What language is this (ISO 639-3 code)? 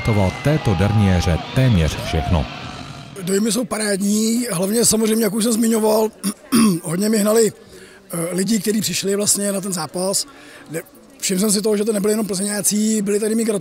ces